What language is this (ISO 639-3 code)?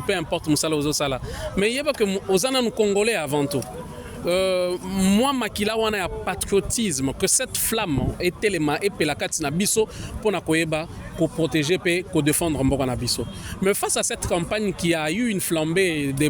lin